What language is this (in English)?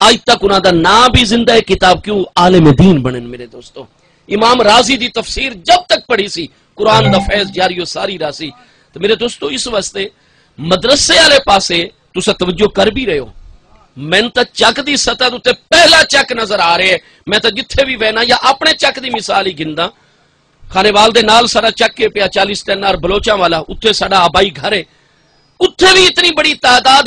Saraiki